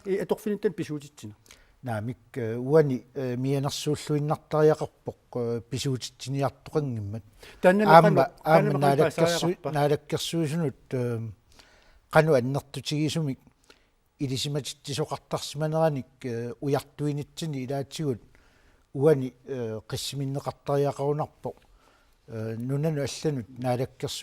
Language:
Kalaallisut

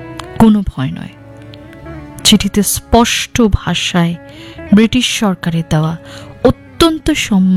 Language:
Bangla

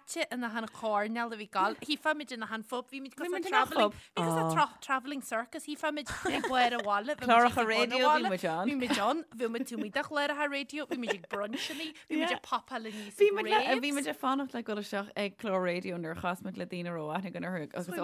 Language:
Irish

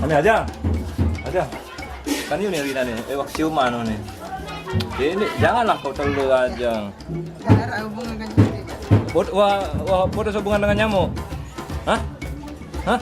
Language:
Sasak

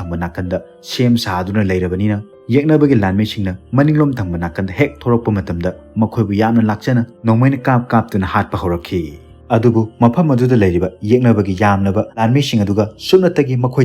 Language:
Manipuri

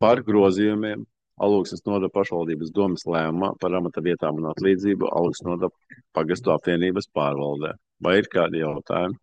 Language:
Latvian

